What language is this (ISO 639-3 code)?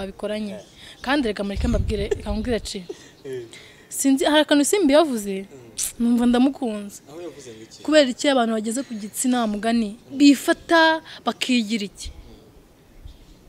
kin